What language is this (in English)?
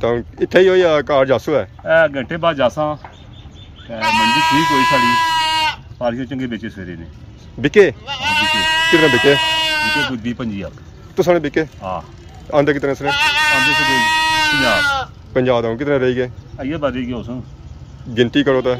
Pahari-Potwari